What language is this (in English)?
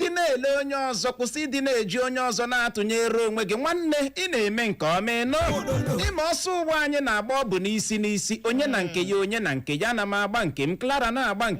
Igbo